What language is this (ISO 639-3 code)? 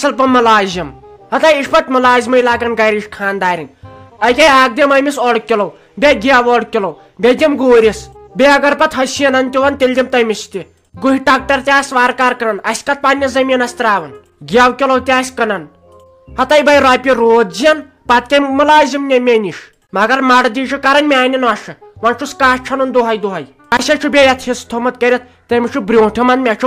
kas